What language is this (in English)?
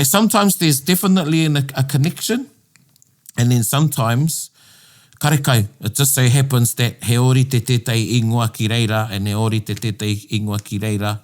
Māori